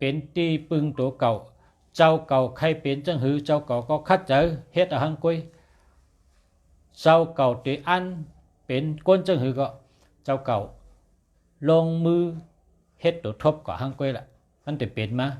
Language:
Shan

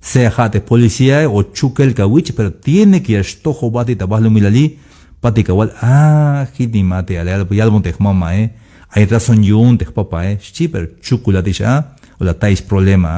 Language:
Tzeltal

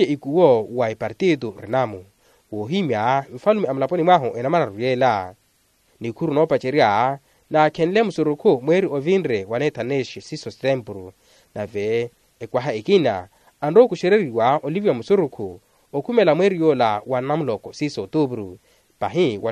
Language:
Makhuwa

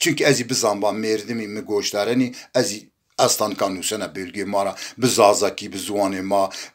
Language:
Zaza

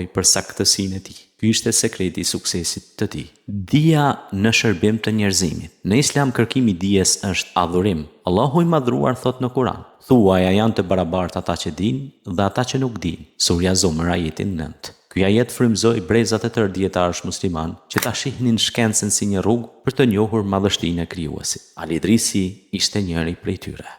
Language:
Albanian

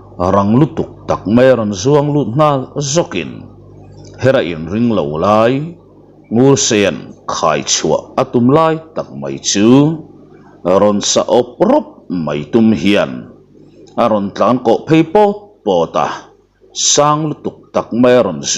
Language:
Mizo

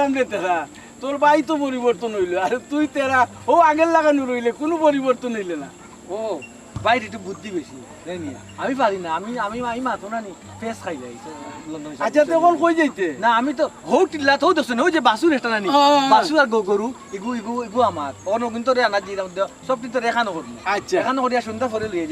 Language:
Sylheti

